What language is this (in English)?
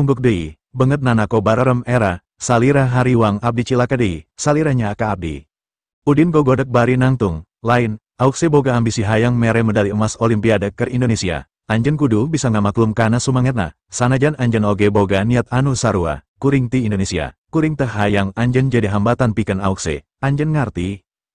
Sundanese